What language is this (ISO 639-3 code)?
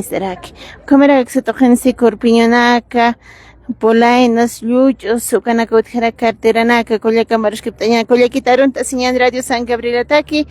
aym